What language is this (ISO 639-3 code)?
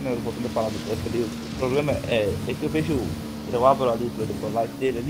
por